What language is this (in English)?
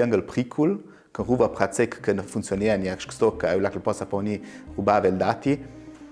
Ladin